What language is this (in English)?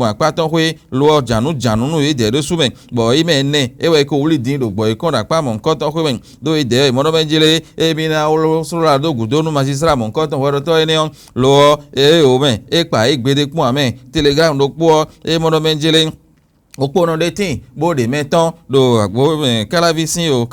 Fon